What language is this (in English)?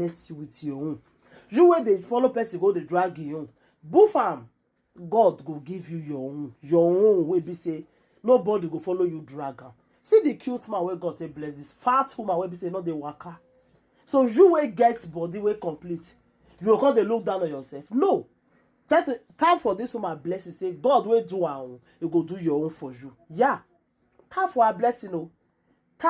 Nigerian Pidgin